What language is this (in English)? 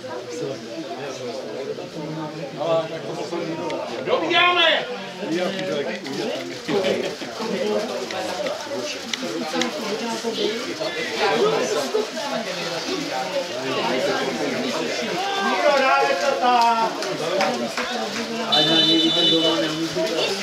Czech